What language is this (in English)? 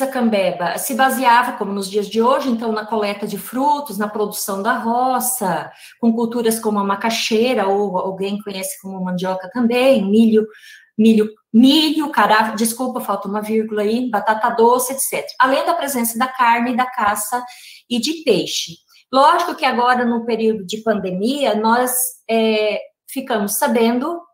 Portuguese